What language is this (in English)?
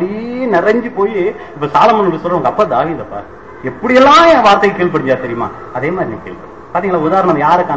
Tamil